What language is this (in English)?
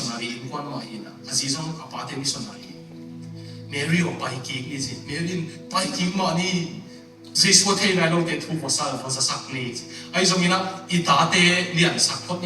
Tedim Chin